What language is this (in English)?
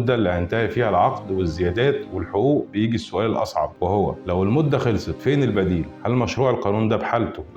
Egyptian Arabic